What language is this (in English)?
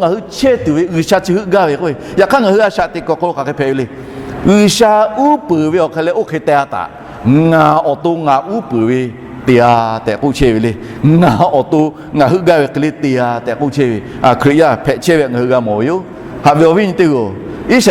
Lahu